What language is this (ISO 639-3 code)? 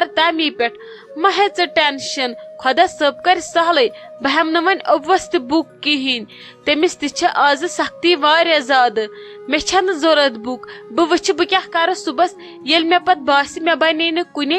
kas